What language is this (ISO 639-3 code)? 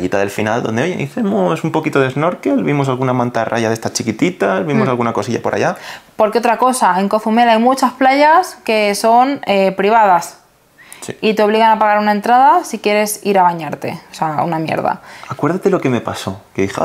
spa